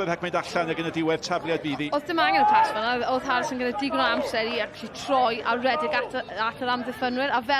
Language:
Welsh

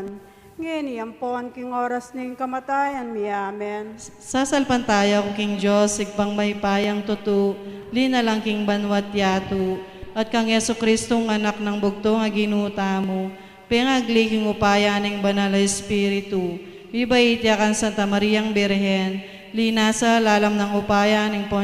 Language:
Pampanga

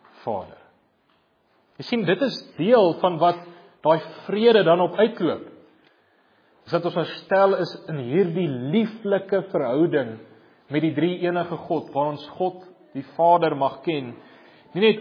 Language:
Afrikaans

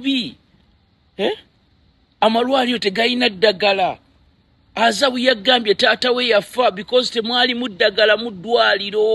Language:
Ganda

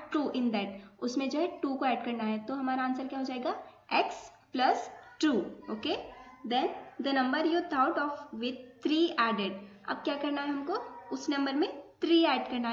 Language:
Hindi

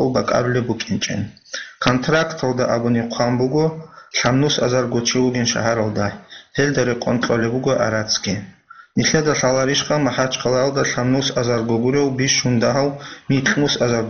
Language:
Avaric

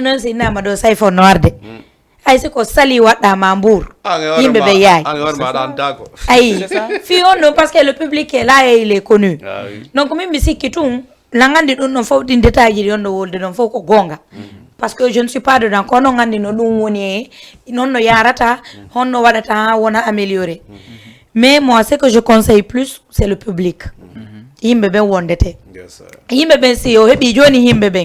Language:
Fula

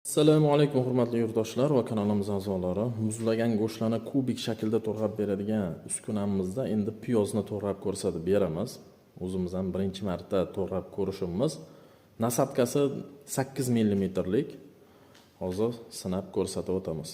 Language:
Uzbek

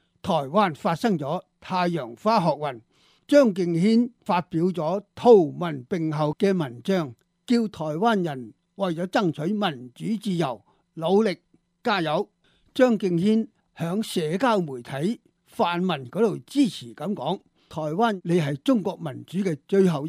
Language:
Cantonese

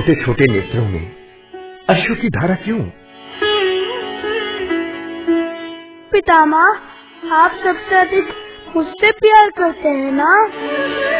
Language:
Hindi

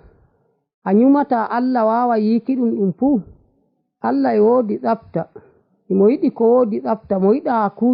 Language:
Nigerian Fulfulde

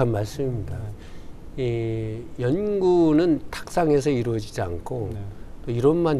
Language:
Korean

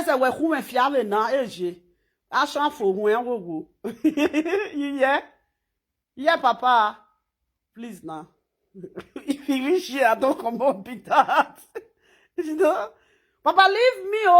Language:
Nigerian Pidgin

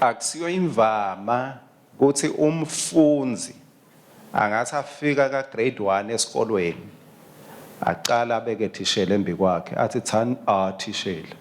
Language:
Swati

